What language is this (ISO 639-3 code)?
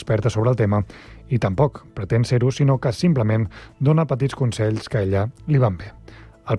cat